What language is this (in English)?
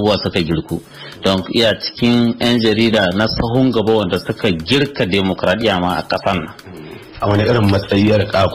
Hausa